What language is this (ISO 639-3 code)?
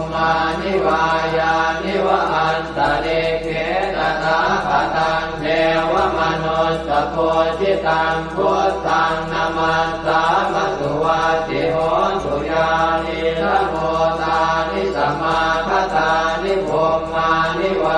pli